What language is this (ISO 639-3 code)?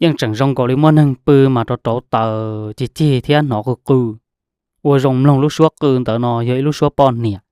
hmn